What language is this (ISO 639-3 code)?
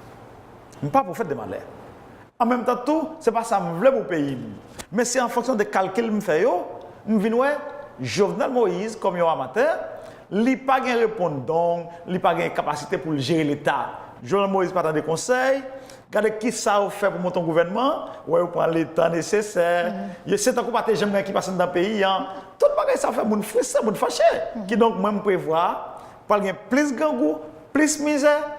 hat